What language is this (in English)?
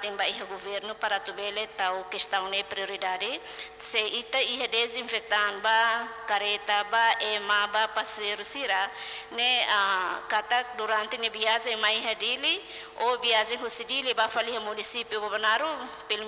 Tetum